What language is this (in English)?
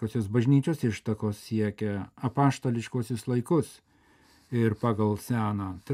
Lithuanian